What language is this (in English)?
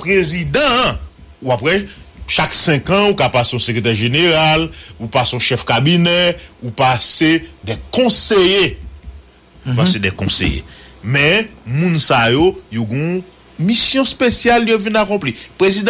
Haitian Creole